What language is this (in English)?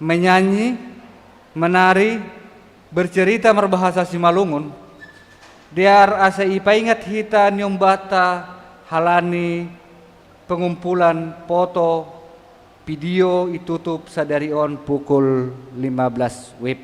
Batak Simalungun